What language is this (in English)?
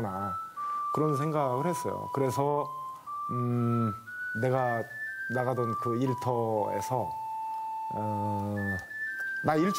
Korean